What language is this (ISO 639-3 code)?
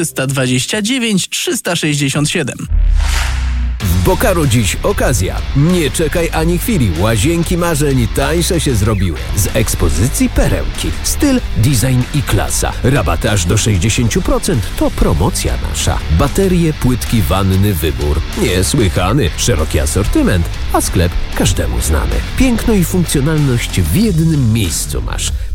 pol